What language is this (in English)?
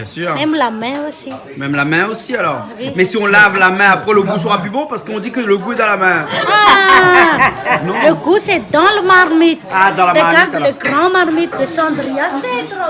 Réunion Creole French